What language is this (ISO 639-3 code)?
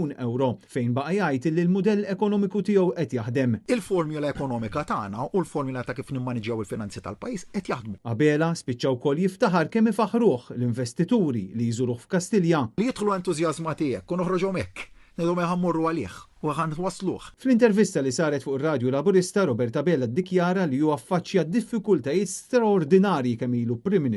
mlt